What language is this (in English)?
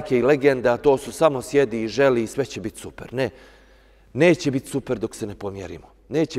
Bosnian